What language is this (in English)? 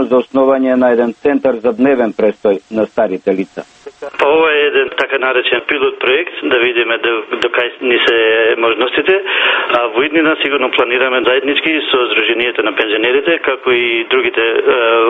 Macedonian